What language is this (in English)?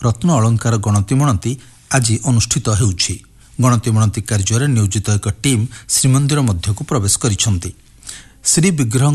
Odia